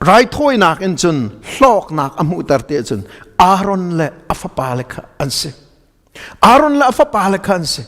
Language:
Hakha Chin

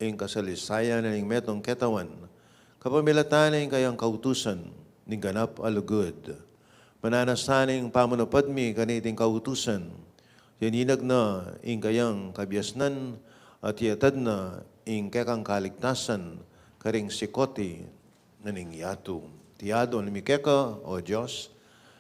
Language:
Pampanga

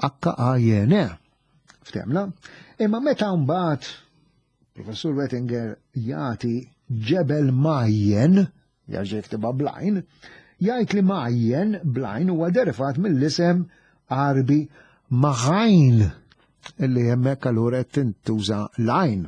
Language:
Maltese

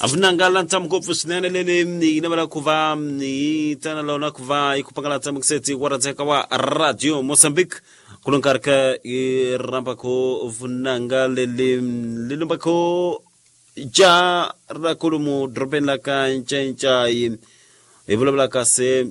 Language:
Tsonga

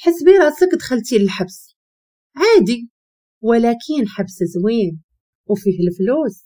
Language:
Moroccan Arabic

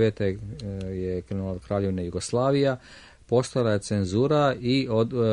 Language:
Serbian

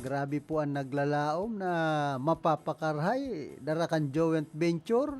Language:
Bikol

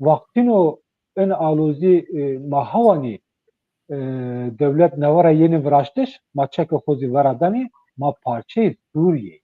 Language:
Zaza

